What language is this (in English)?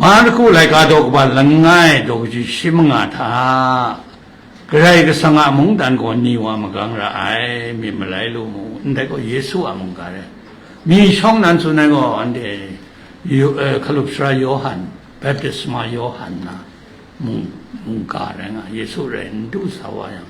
Kachin